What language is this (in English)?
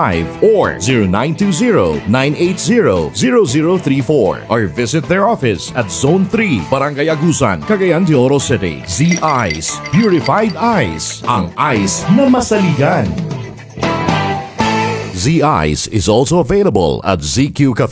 Cebuano